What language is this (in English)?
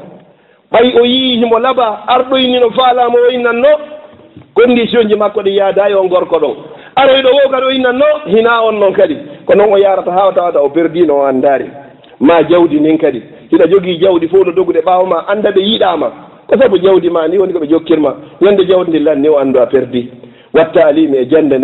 Fula